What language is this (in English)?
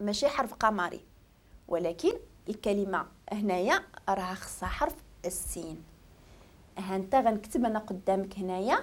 Moroccan Arabic